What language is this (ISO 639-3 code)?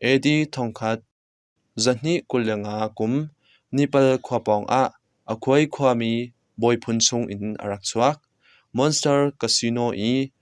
cnh